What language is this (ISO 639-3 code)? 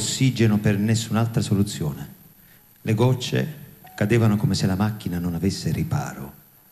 ita